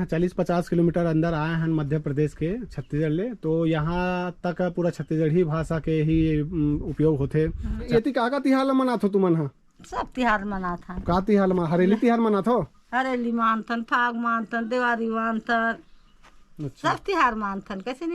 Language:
Chhattisgarhi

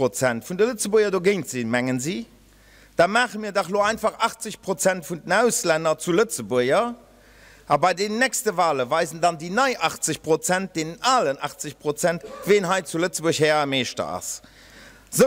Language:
Luxembourgish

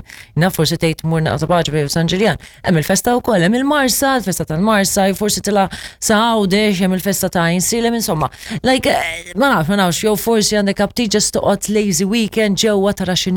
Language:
Maltese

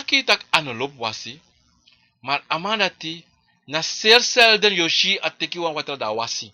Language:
Sranan Tongo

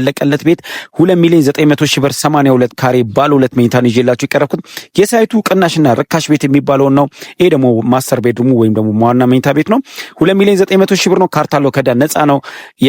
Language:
Amharic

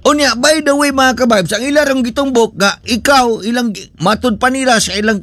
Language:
Cebuano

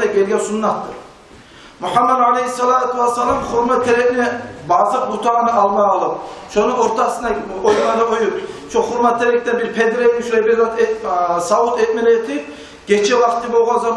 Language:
Kumyk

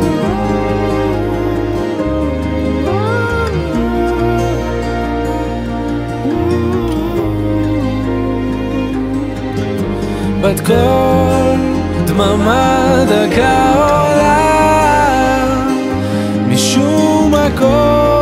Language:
Hebrew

